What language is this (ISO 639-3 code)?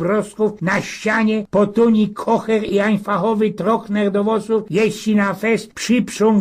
szl